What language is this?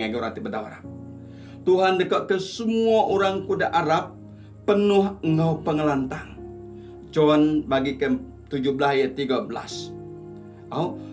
Iban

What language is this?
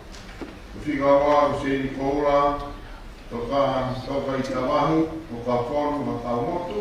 Tongan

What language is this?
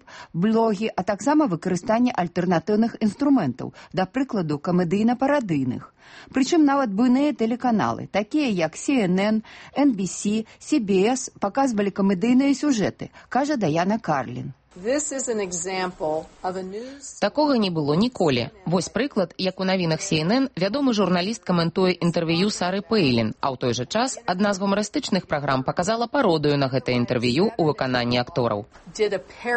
Belarusian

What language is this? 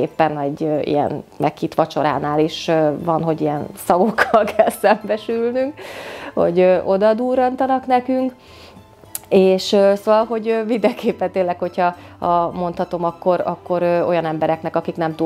Hungarian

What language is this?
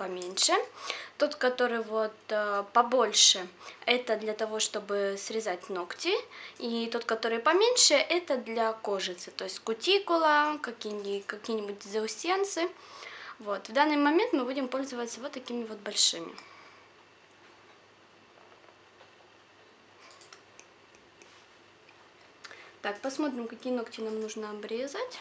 Russian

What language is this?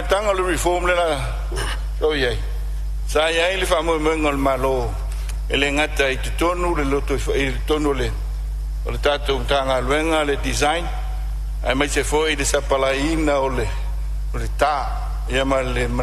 Samoan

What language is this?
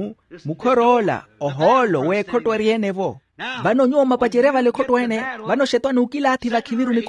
Makhuwa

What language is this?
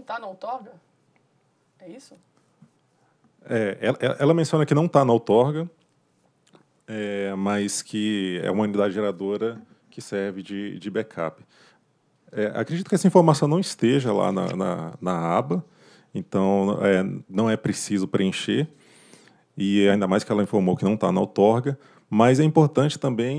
Portuguese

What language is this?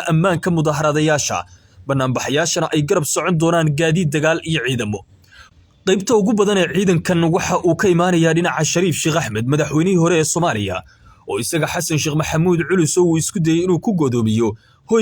Somali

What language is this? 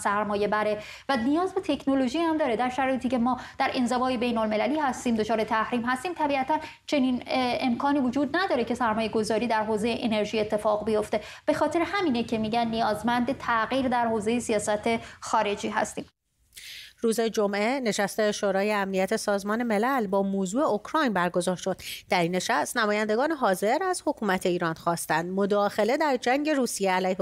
Persian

